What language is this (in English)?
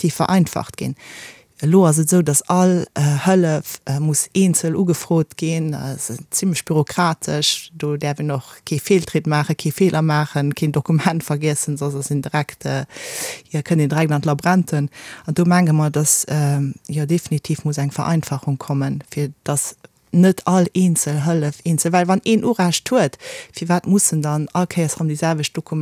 Luxembourgish